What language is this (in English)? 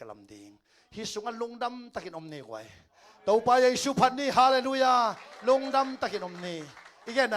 Tedim Chin